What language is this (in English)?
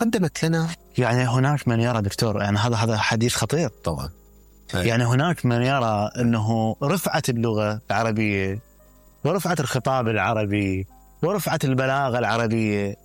Mesopotamian Arabic